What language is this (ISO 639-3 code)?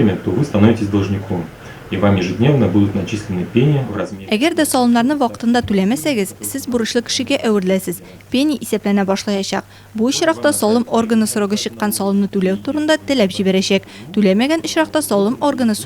tat